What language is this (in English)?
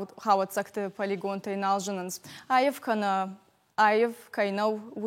Ossetic